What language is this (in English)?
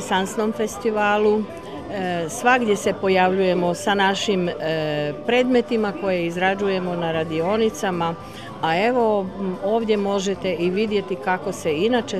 Croatian